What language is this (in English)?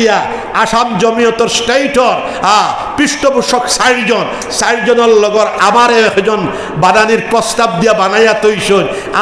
Sylheti